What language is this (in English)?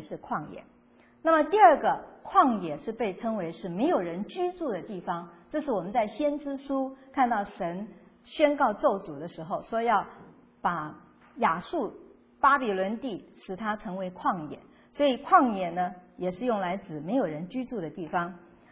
Chinese